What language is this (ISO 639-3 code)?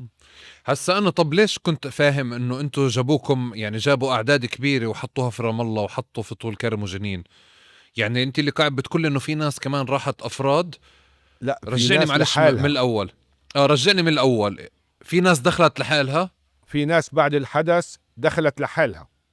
apc